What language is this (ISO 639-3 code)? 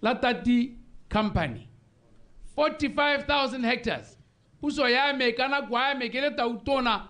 tsn